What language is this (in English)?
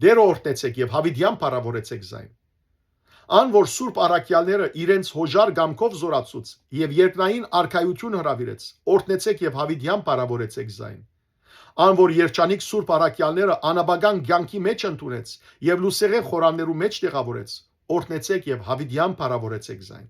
Western Armenian